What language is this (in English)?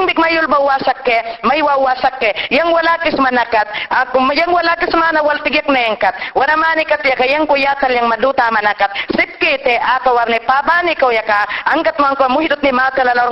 Mayangna